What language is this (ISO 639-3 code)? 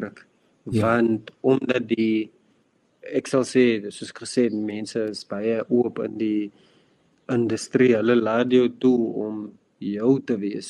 afr